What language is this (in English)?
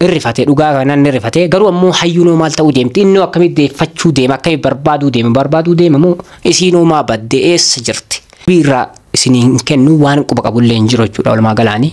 Oromo